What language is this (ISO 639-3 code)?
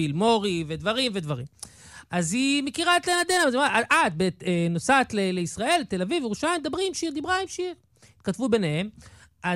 heb